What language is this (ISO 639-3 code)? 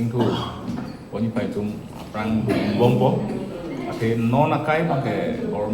mjw